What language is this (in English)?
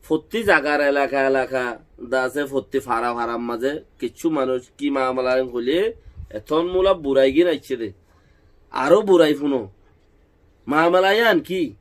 Rohingya